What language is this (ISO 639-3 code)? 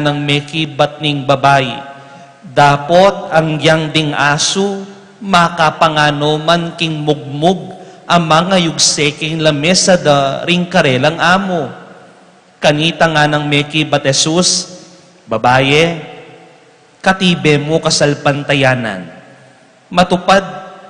pam